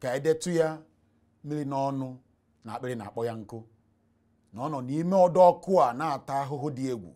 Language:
Igbo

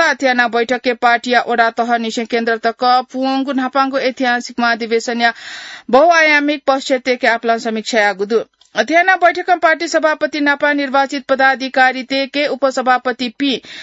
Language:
Newari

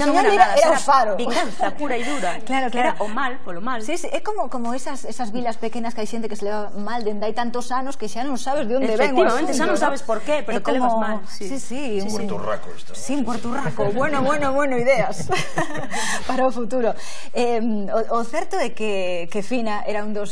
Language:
Galician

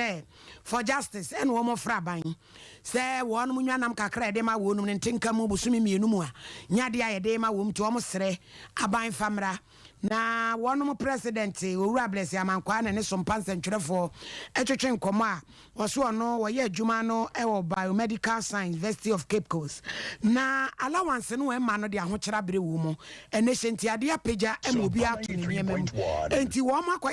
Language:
Akan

